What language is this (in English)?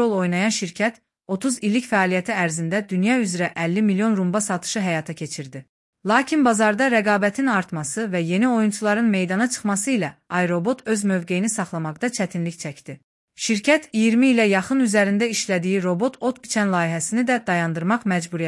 Azerbaijani